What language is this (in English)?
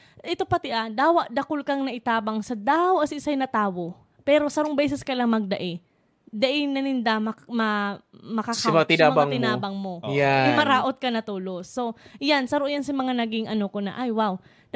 Bikol